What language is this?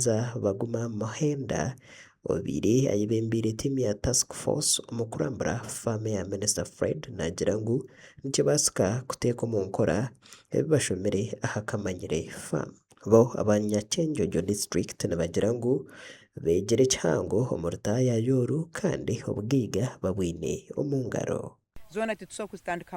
Nyankole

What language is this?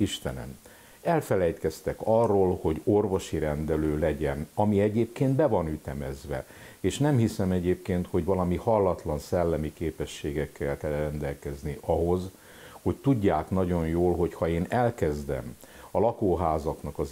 Hungarian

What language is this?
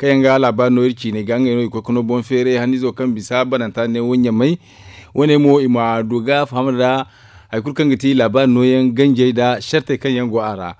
Zarma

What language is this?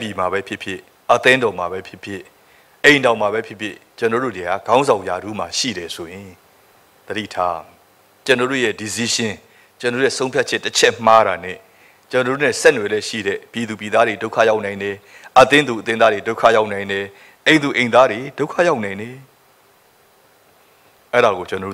Burmese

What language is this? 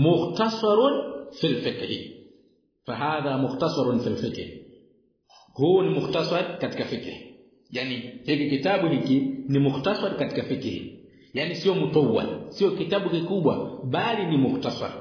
Swahili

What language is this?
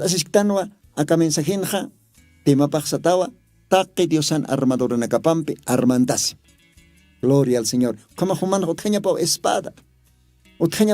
Aymara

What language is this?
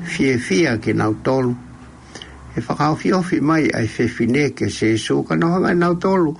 Tongan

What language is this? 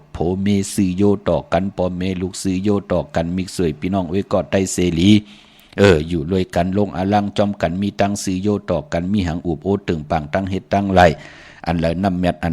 Shan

